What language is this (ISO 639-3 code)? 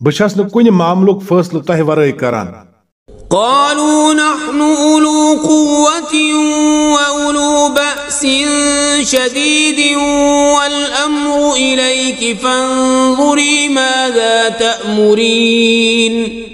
kas